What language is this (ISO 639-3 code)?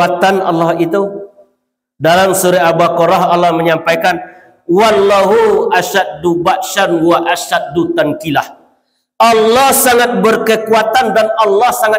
min